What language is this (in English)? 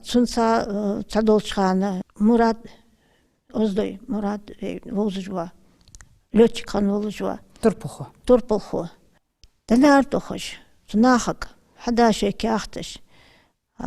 Ingush